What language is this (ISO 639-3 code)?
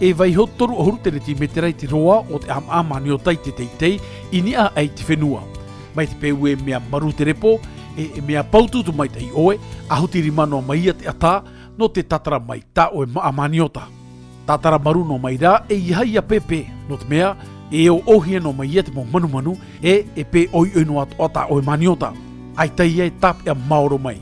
tah